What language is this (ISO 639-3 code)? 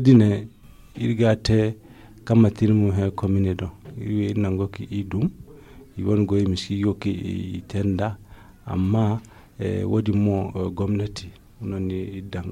dje